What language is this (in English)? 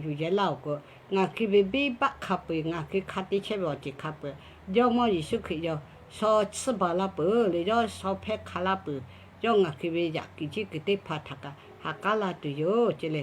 Lahu